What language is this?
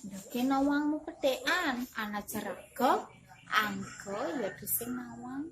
Balinese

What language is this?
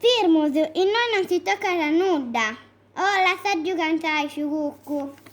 Sardinian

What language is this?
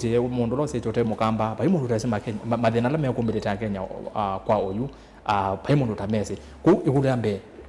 Kamba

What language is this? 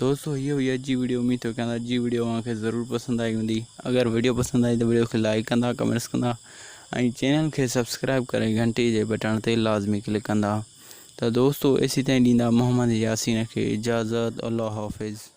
Sindhi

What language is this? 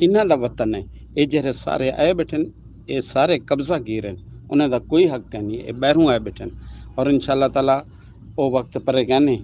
Western Panjabi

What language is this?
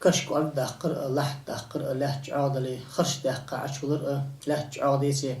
Ingush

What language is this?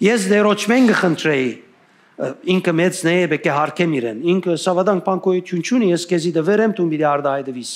Western Armenian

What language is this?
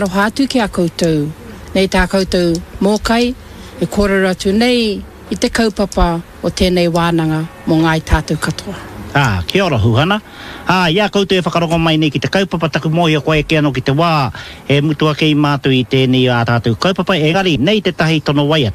Māori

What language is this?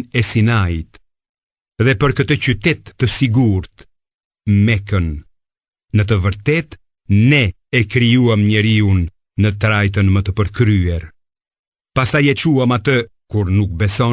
Albanian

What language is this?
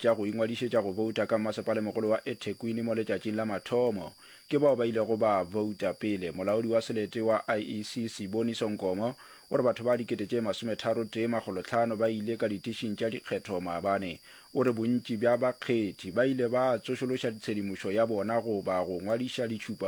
Northern Sotho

